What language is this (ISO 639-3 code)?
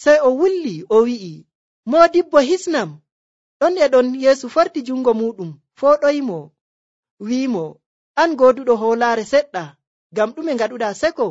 fuv